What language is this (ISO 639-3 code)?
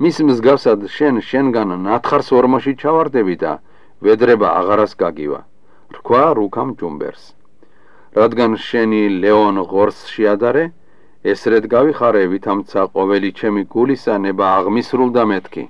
kat